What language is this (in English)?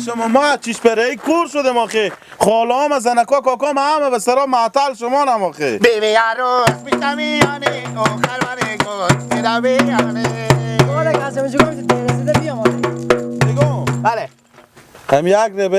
Persian